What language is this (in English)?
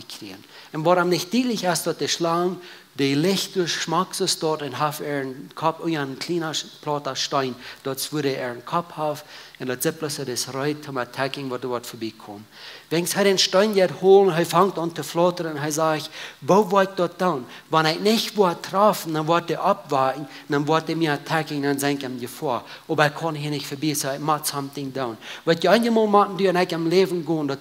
Plautdietsch